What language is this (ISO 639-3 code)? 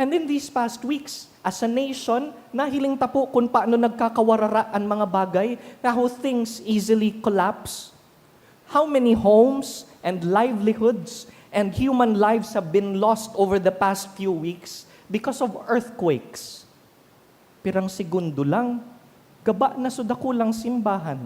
bik